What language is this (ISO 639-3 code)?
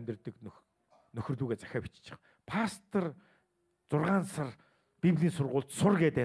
mon